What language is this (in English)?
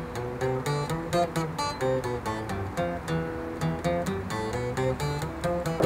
Estonian